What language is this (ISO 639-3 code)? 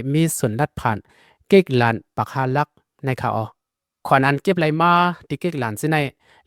lao